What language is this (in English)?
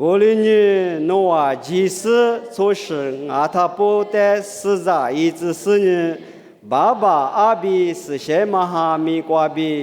Lisu